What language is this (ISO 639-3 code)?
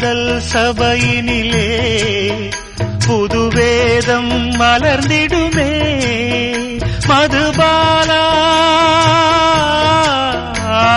tam